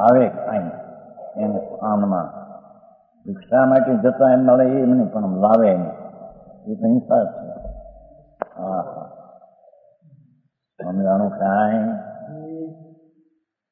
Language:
Gujarati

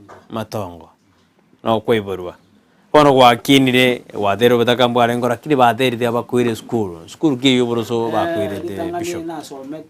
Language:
Gusii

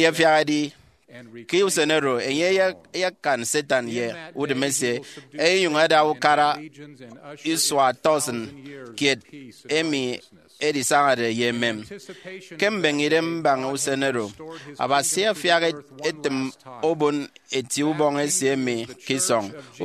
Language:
Efik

